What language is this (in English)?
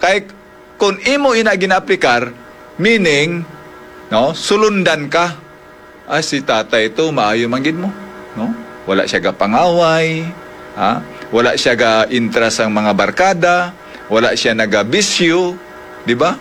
Hiligaynon